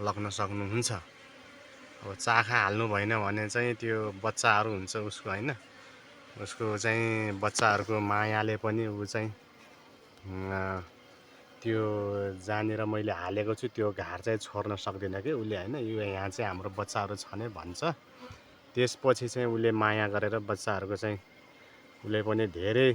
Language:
Nepali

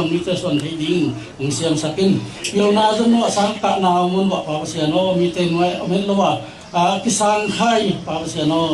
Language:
Tedim Chin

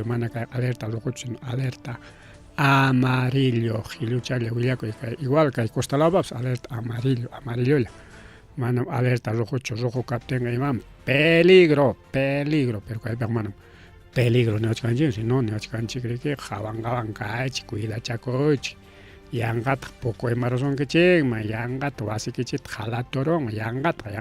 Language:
Ayacucho Quechua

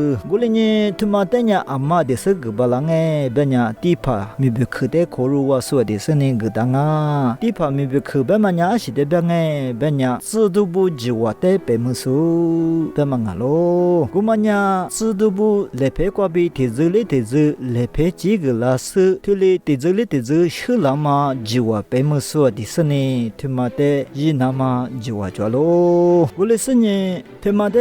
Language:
Lisu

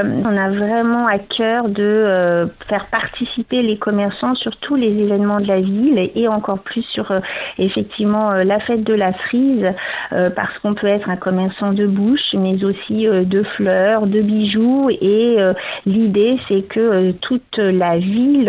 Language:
French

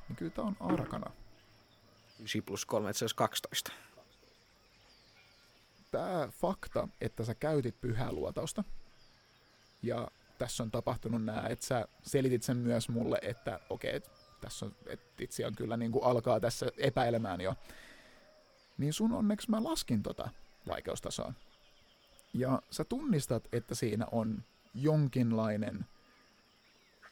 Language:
Finnish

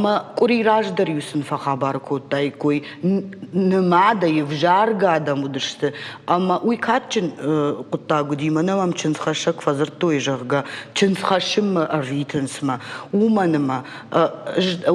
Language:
Ossetic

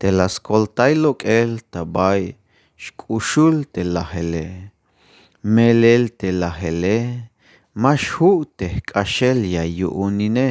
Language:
Tzeltal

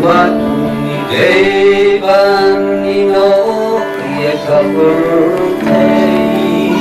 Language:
Khasi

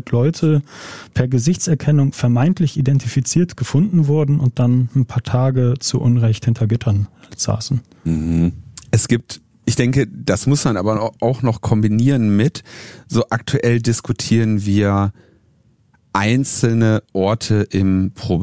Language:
German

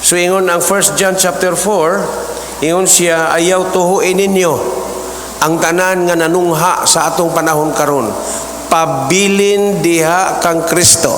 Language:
Cebuano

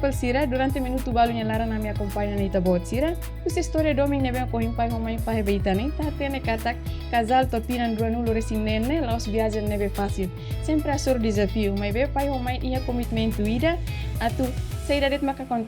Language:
Tetum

